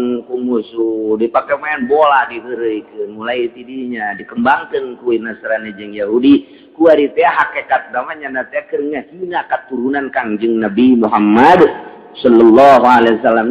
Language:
Sundanese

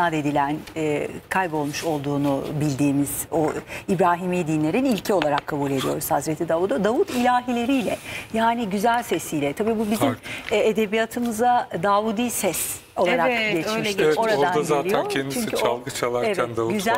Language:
Turkish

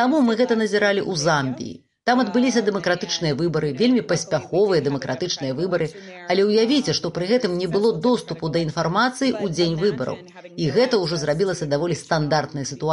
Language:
Belarusian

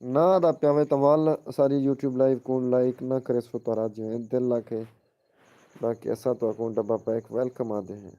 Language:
Saraiki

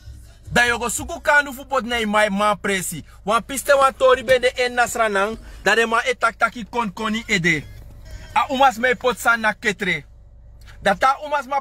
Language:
Sranan Tongo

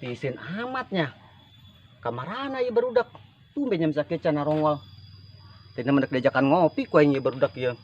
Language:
Sundanese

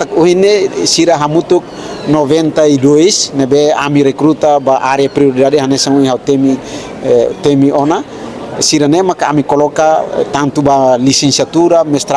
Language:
Tetum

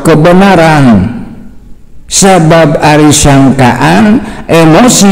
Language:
Sundanese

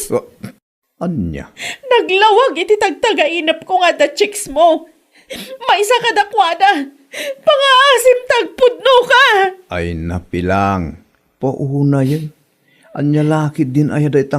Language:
Iloko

